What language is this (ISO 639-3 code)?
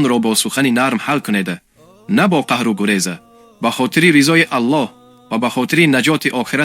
tgk